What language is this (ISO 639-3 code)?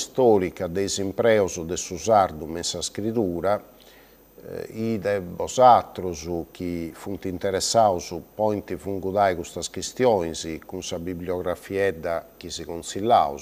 srd